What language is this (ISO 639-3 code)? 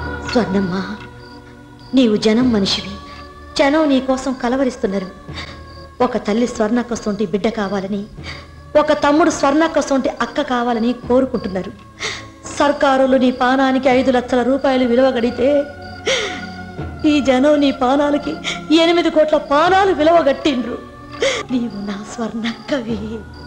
tel